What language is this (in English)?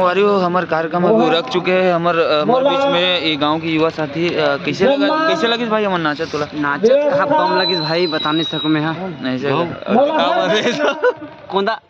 Chhattisgarhi